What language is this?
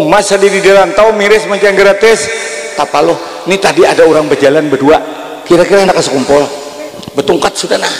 Banjar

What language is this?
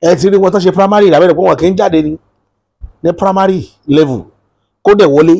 Yoruba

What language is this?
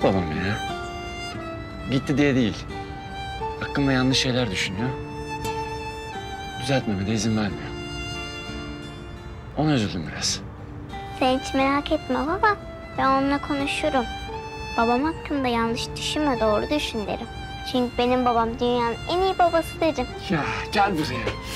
Turkish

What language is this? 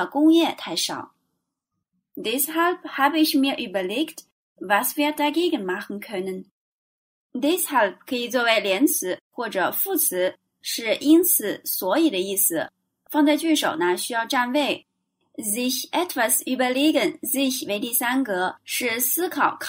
Chinese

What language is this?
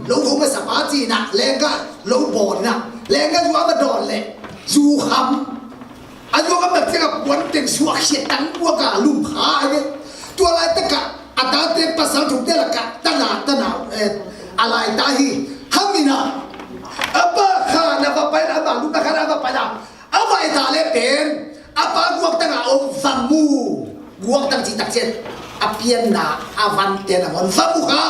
Tedim Chin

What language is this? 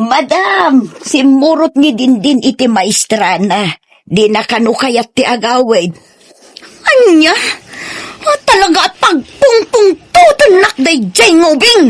Iloko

